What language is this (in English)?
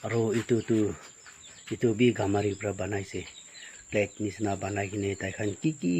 Naga Pidgin